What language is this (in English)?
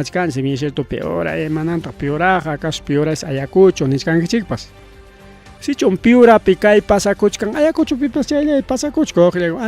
Ayacucho Quechua